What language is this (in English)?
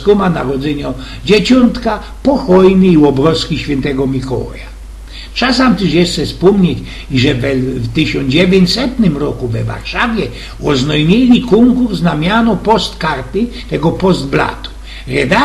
Silesian